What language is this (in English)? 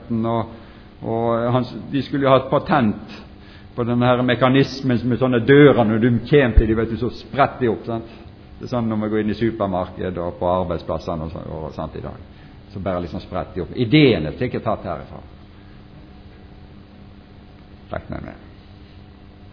Norwegian